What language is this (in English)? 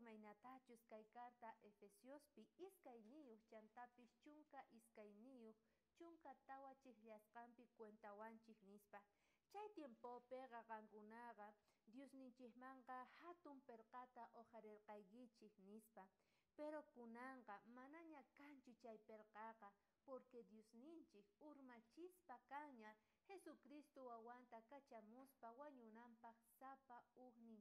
South Bolivian Quechua